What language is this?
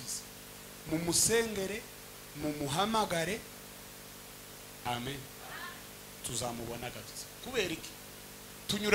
Kinyarwanda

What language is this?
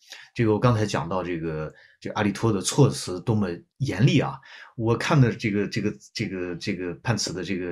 Chinese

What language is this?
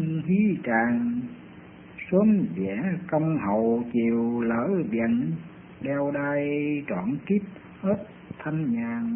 Vietnamese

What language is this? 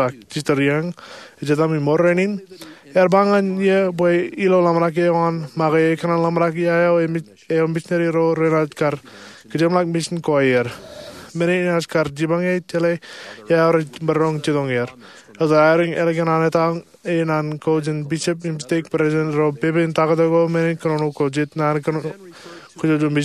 Marshallese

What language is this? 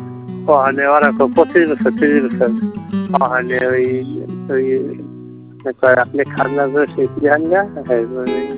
Bangla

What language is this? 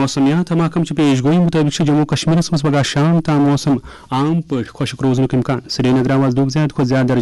Kashmiri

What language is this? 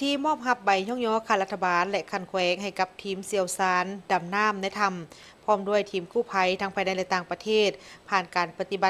Lao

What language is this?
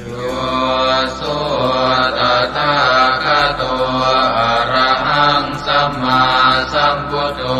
Pali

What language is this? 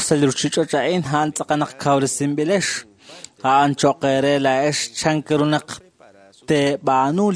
Kekchí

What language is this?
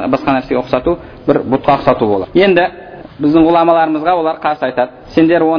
Kazakh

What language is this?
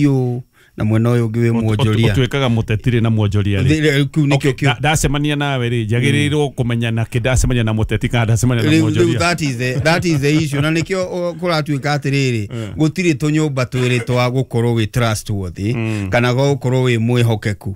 Kikuyu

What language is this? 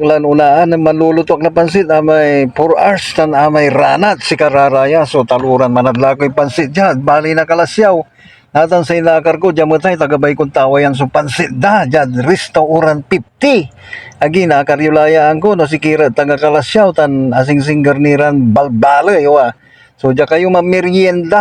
Pangasinan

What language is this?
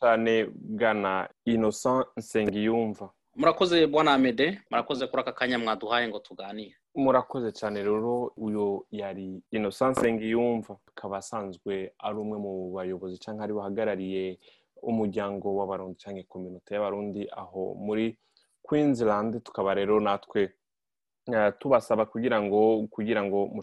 Rundi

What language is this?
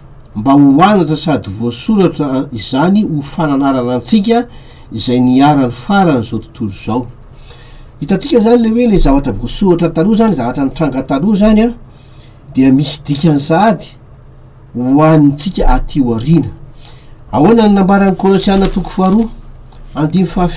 Malagasy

